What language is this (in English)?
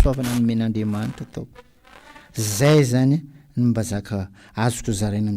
Malagasy